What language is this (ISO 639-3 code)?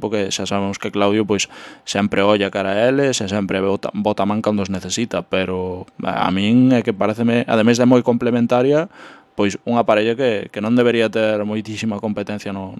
glg